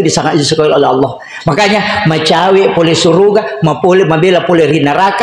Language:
Buginese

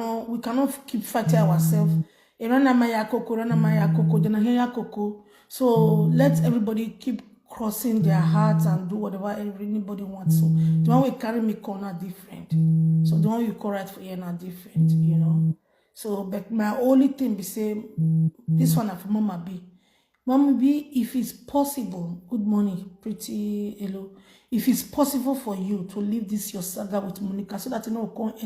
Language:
Nigerian Pidgin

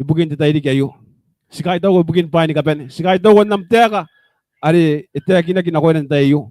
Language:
Gilbertese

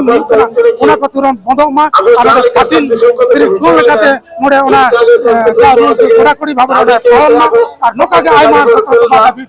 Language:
Santali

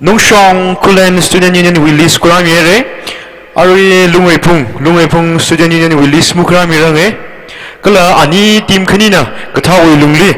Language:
Tangkhul Naga (India)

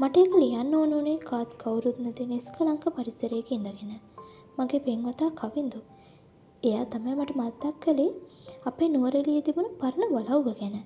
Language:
Sinhala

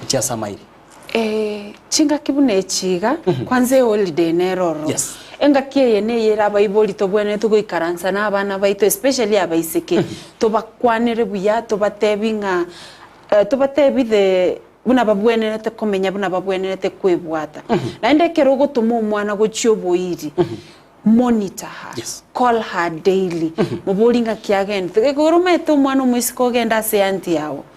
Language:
Gusii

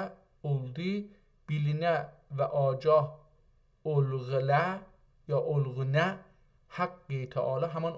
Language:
South Azerbaijani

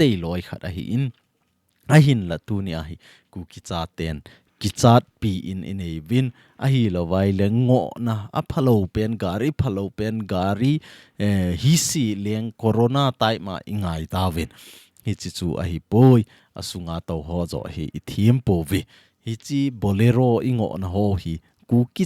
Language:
Thado Chin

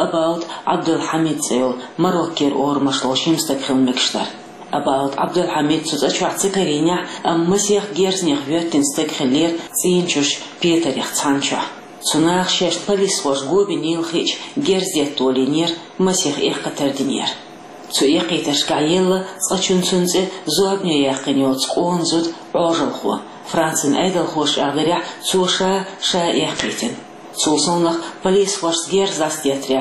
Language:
Chechen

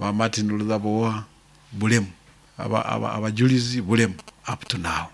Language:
Nyankole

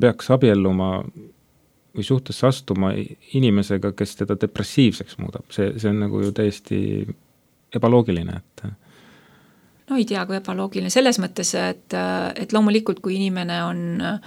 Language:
Estonian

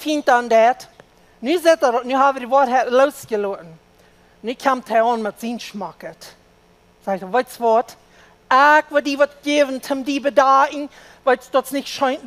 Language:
Plautdietsch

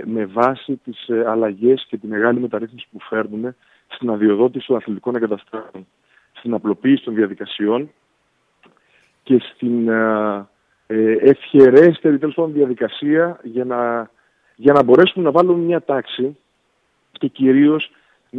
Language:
Greek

